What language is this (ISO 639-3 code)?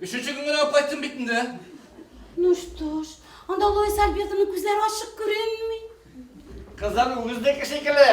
bak